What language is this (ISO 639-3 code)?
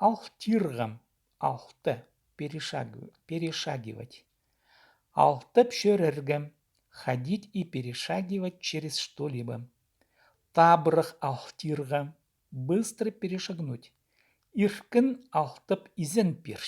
kjh